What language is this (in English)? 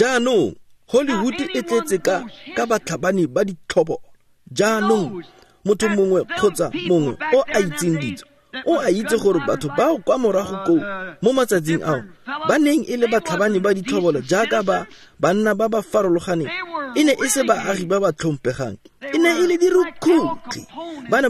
Tswana